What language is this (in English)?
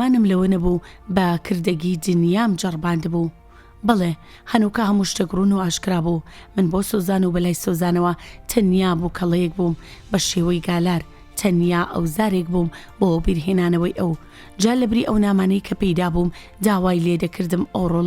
Central Kurdish